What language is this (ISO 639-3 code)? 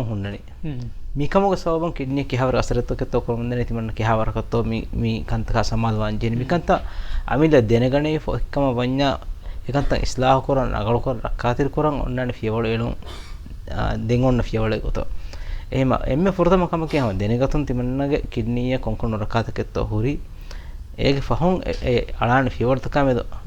div